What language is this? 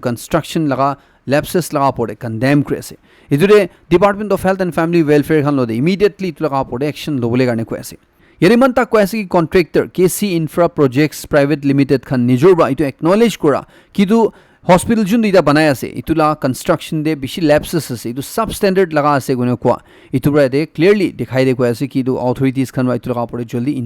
Naga Pidgin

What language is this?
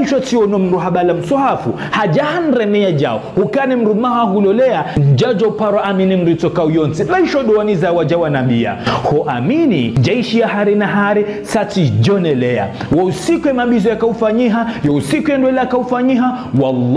Ngazidja Comorian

